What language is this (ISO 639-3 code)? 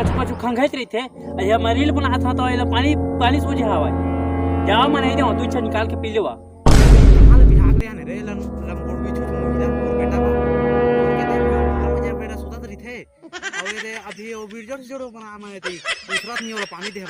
hne